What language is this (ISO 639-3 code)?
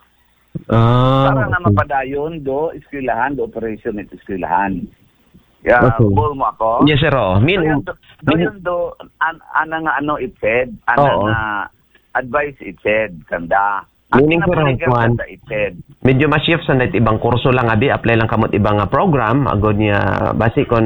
akl